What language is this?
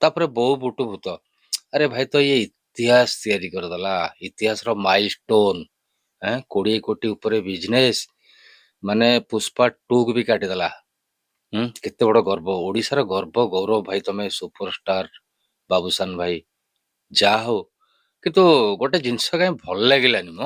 Odia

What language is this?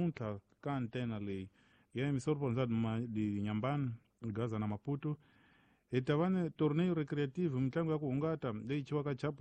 Tsonga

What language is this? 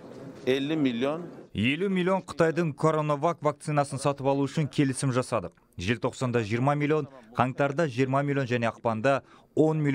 Kazakh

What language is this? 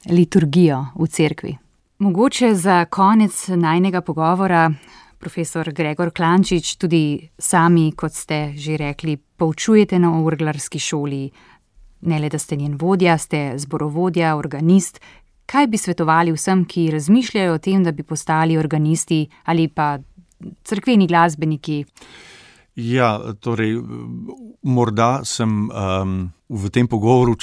Slovenian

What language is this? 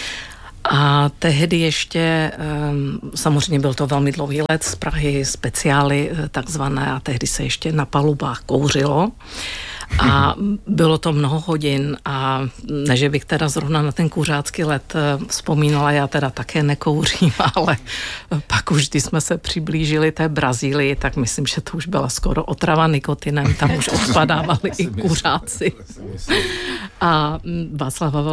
Czech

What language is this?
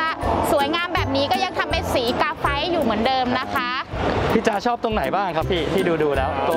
Thai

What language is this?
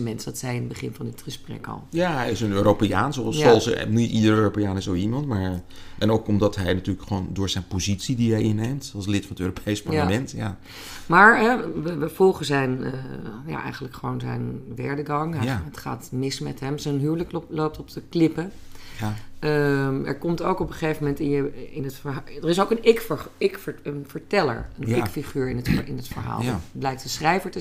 Dutch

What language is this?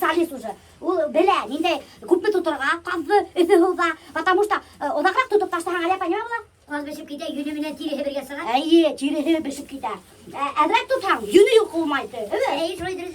Bashkir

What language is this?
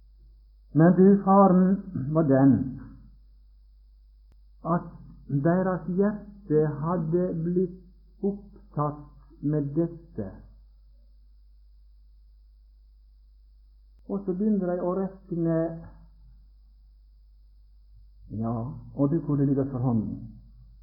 Norwegian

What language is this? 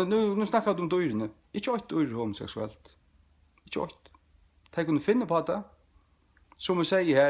Faroese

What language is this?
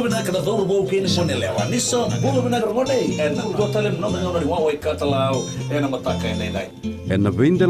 Fijian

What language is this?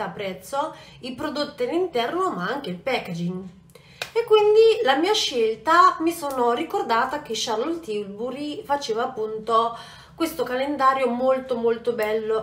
Italian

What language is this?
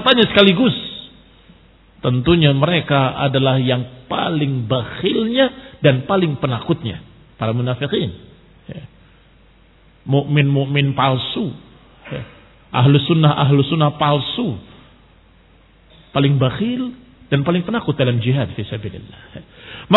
Indonesian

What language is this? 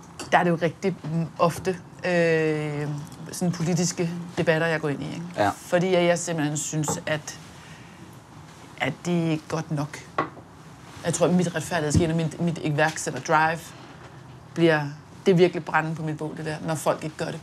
Danish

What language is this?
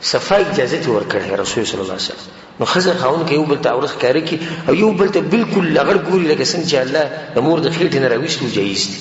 Pashto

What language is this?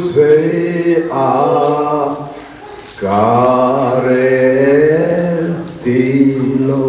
Hakha Chin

